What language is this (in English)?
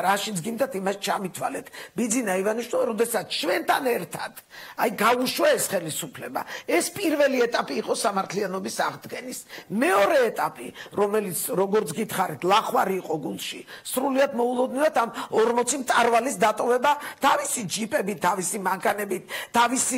Georgian